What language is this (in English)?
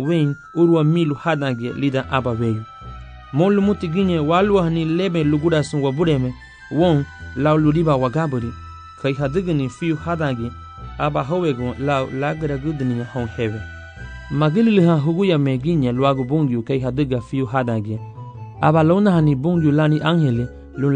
Garifuna